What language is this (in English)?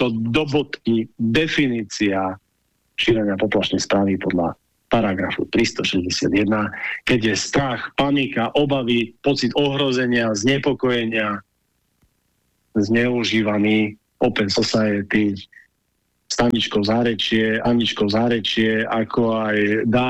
Slovak